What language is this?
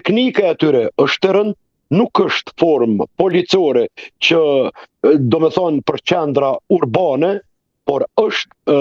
Albanian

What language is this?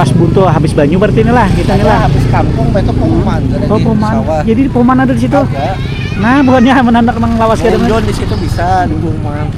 Banjar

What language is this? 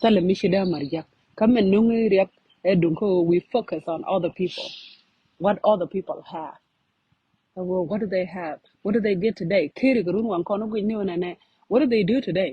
Nuer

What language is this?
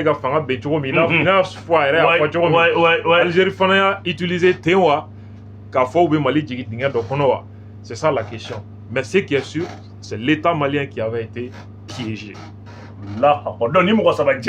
Bambara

